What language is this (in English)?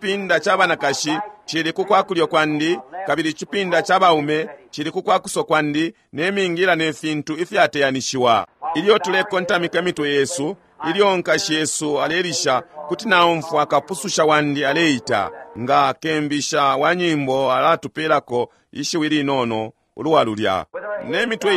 Bemba